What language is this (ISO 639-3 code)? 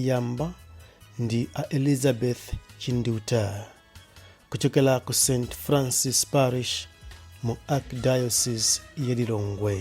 nya